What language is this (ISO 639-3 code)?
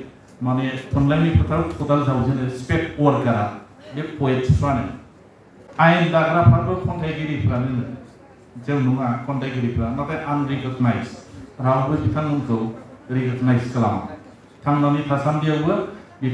brx